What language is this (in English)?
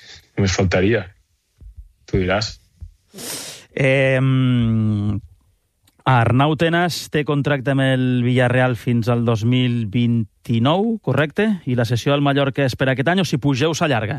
Catalan